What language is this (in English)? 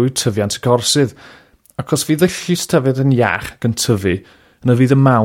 Welsh